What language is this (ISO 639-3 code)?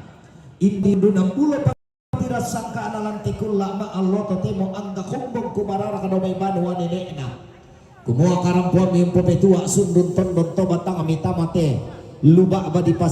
sda